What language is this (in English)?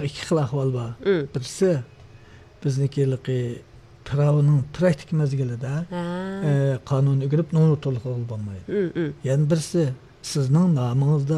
Uyghur